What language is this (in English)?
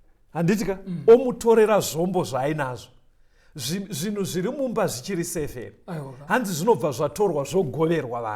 Shona